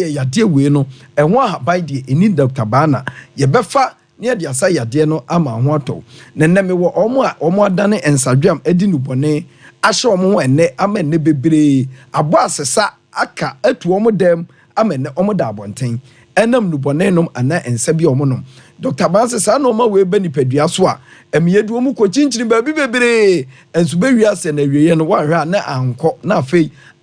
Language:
Akan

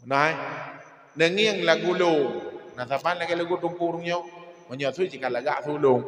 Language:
Achinese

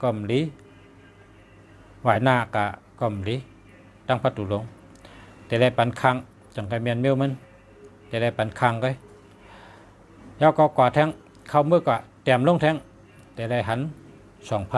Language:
Shan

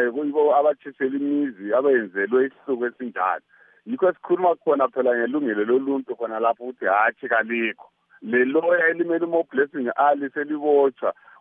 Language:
North Ndebele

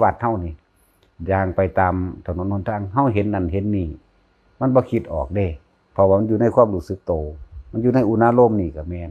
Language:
Lao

